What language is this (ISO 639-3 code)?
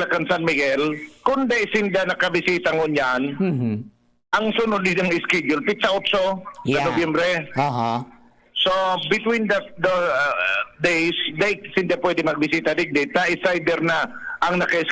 bik